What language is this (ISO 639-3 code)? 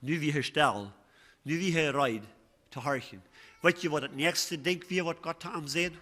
pdt